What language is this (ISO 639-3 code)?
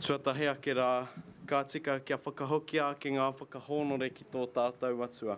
mri